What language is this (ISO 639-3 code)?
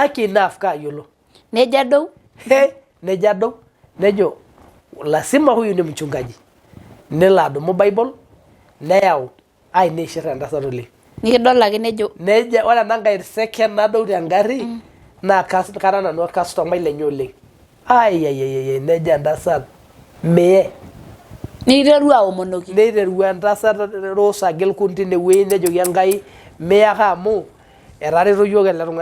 mas